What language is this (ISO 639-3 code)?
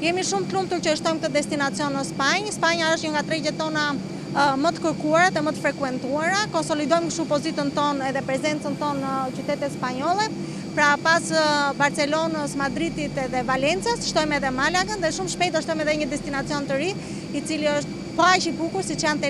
sqi